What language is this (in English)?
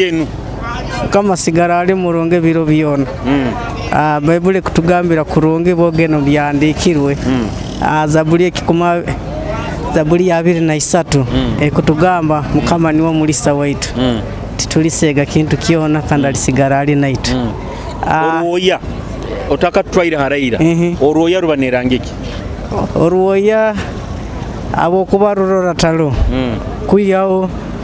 Nyoro